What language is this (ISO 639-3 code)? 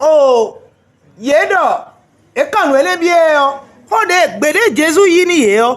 fon